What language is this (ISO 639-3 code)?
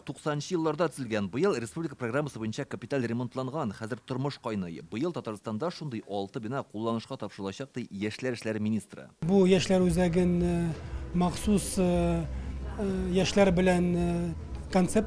tat